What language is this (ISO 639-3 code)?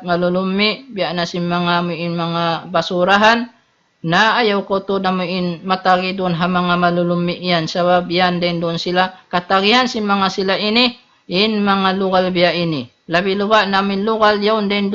tsg